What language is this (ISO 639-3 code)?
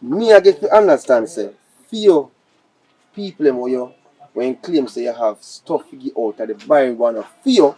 jam